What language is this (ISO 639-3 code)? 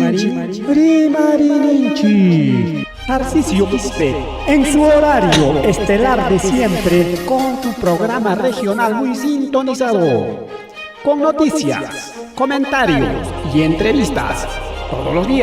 quy